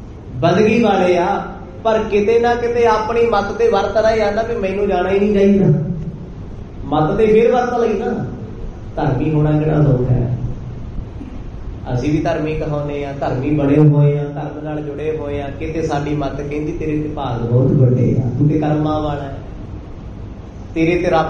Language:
Punjabi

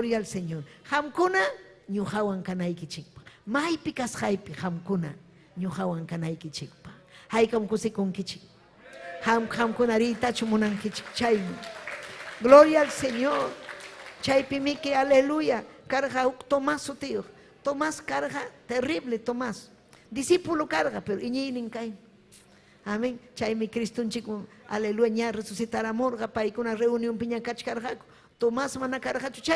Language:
Ayacucho Quechua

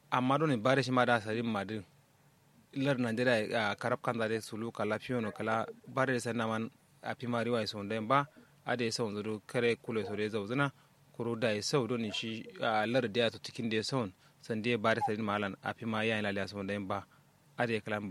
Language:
Kanuri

